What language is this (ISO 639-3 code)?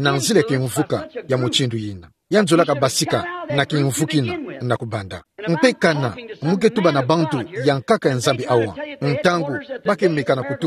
ktu